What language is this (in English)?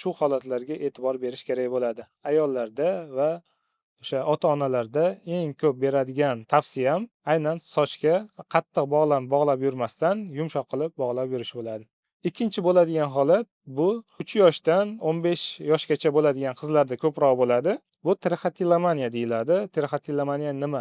Uzbek